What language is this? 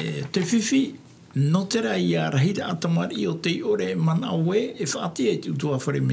Tahitian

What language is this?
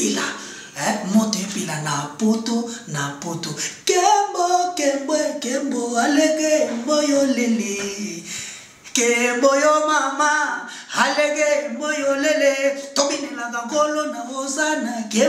Lingala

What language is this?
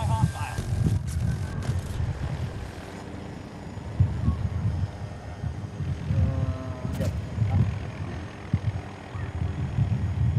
Malay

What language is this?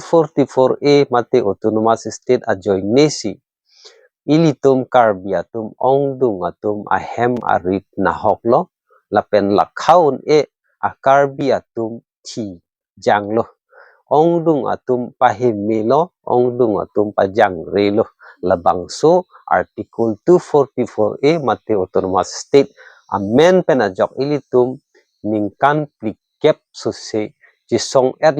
Karbi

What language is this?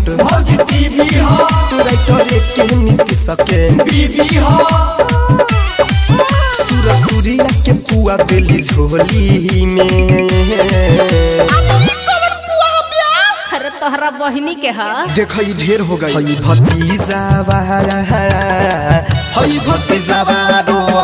Bhojpuri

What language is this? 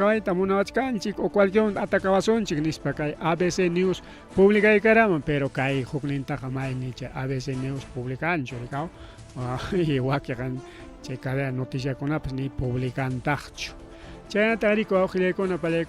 Ayacucho Quechua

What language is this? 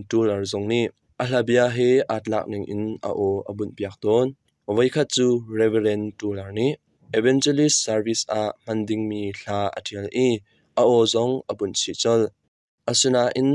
Hakha Chin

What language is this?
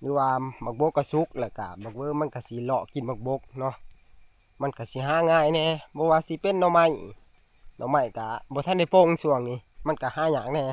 Northeastern Thai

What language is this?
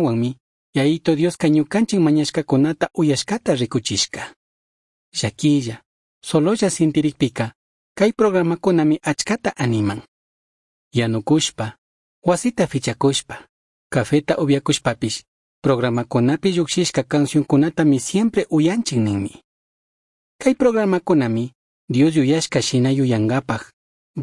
Chimborazo Highland Quichua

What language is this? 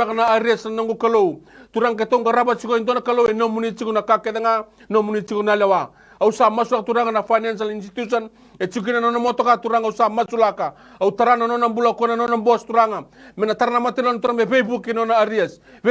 Fijian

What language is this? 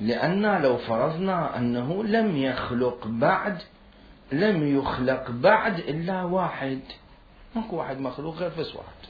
Mesopotamian Arabic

